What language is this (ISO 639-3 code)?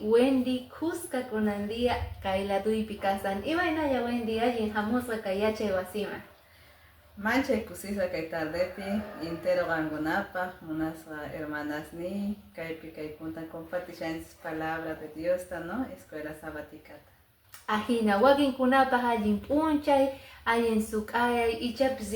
que